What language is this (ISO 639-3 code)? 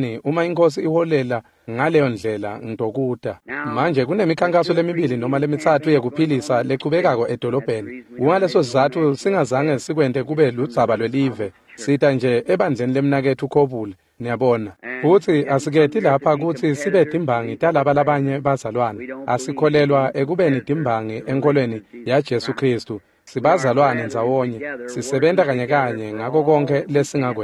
ssw